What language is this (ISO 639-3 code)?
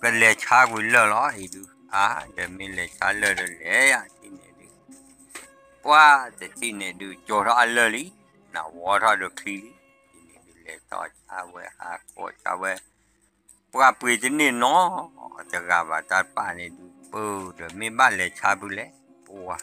ksw